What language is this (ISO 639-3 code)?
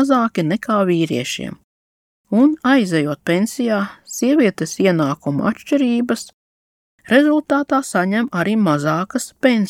lav